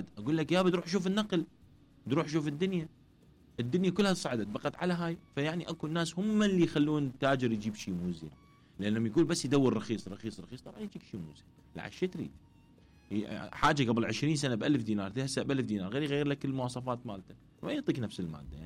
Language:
Mesopotamian Arabic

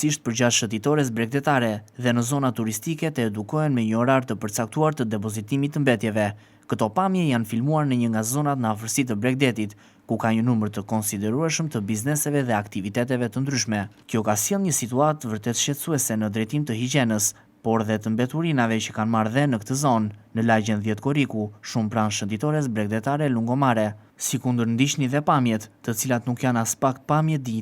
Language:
Albanian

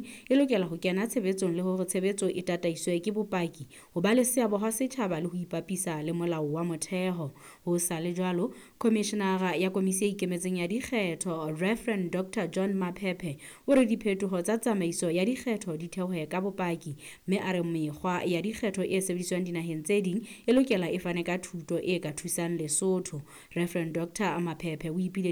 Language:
Southern Sotho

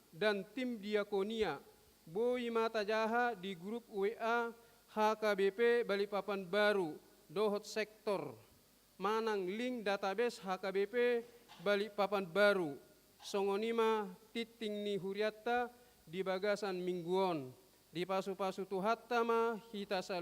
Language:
Batak Toba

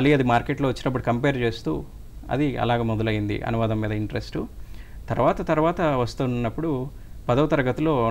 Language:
Telugu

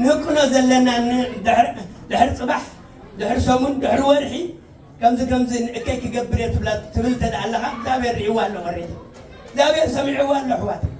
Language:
Tigrinya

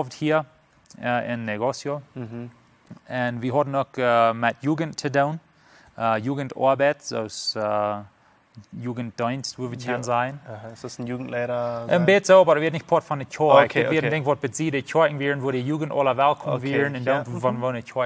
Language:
Plautdietsch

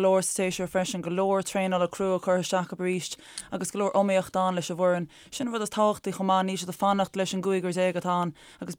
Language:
Irish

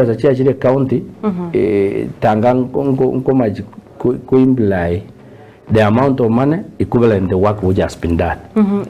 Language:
Gusii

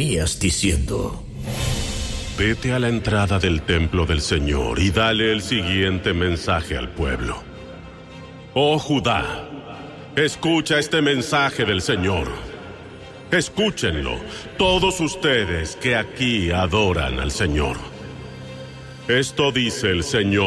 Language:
Spanish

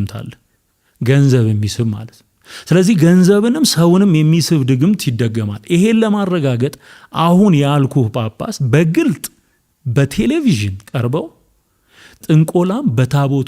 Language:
Amharic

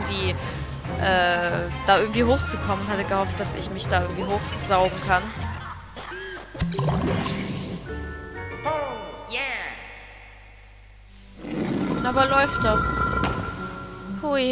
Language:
German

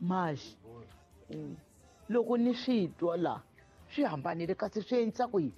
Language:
Tsonga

